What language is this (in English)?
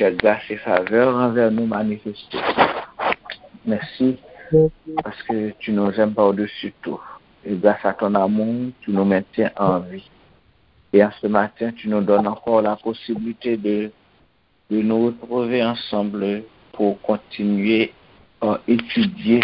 Haitian Creole